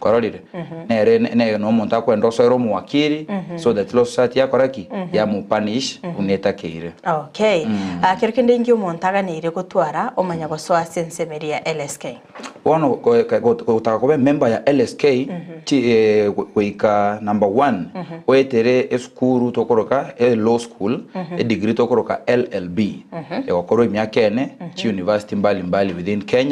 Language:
Gusii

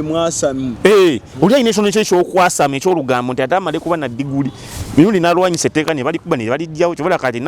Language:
Ganda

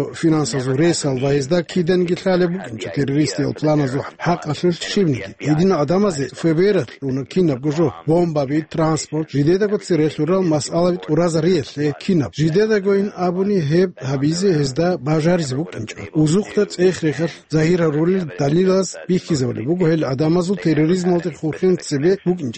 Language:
Avaric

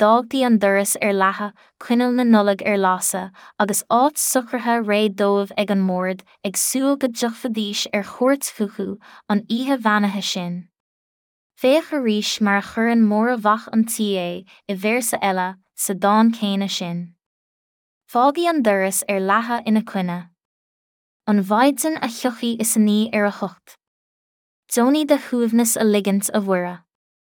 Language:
Irish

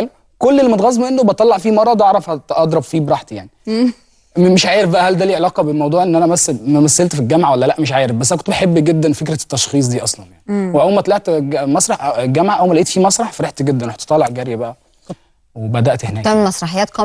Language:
Egyptian Arabic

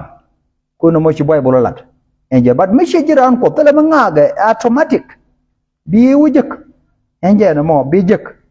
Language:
Nuer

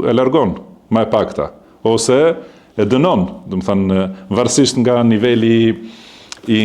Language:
Albanian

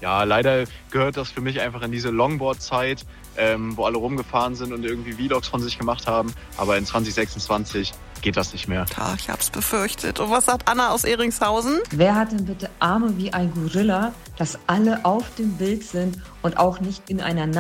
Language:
German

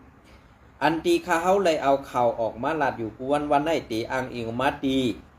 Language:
Shan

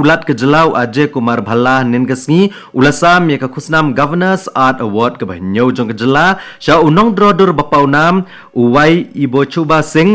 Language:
Khasi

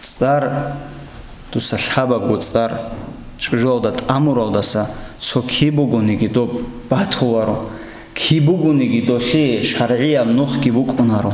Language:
Avaric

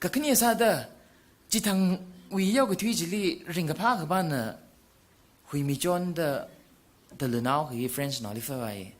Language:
Tangkhul Naga (India)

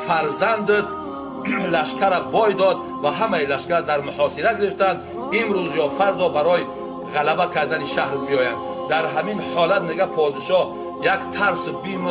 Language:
Tajik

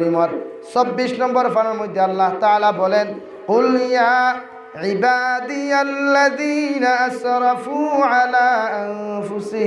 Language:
Sylheti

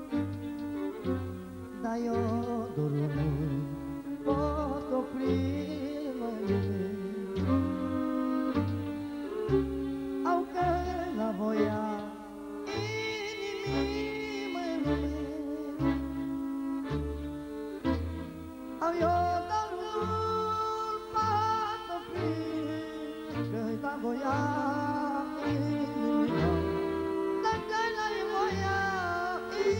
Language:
Romanian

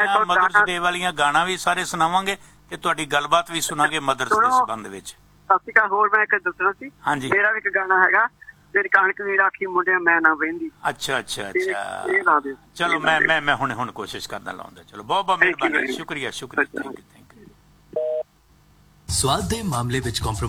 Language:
Punjabi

